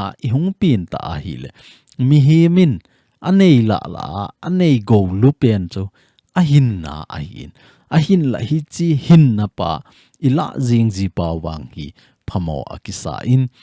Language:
Thado Chin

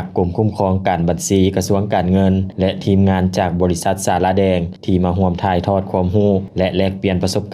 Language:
Lao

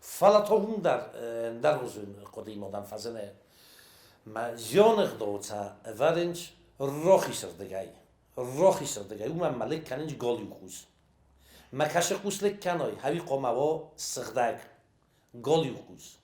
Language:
Ossetic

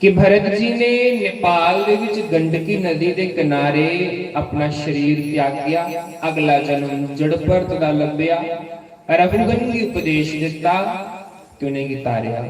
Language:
Dogri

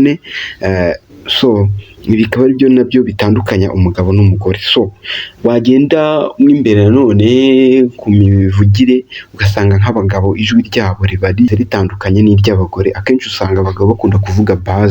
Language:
Kinyarwanda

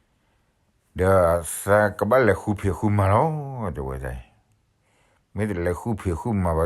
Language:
S'gaw Karen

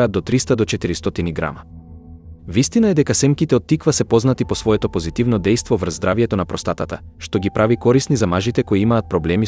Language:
Macedonian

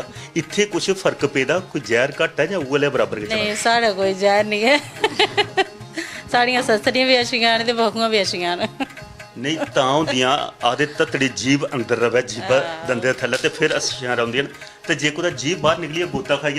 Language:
Dogri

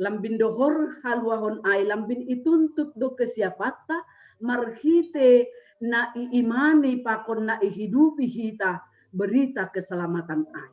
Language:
Batak Simalungun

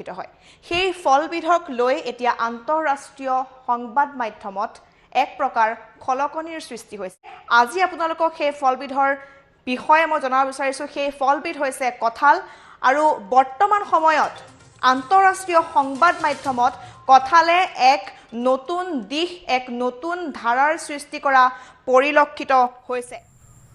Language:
Assamese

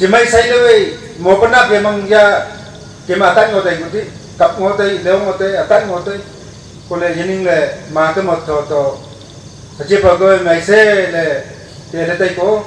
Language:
Wancho Naga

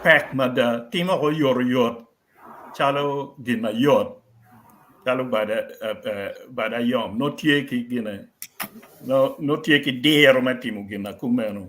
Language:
Acoli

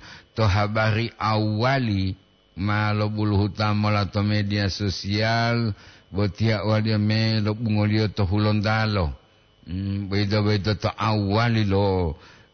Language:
Gorontalo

